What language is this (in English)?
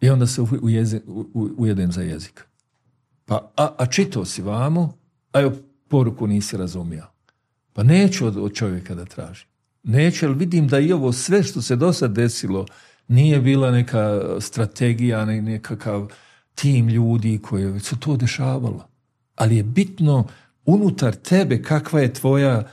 Bosnian